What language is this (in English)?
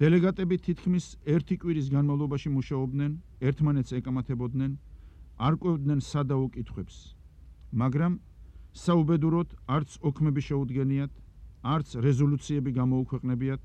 Georgian